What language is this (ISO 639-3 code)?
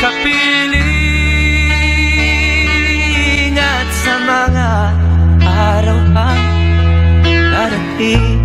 bik